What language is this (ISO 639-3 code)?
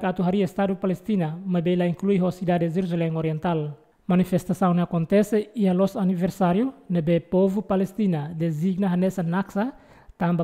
tet